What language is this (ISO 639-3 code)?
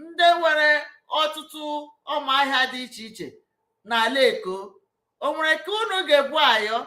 ibo